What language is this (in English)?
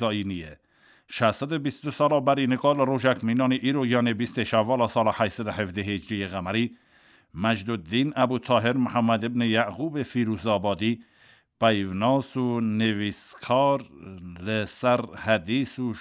Kurdish